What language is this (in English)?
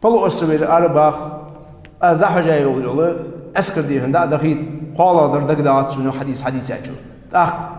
Ingush